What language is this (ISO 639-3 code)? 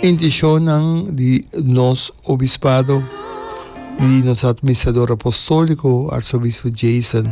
pap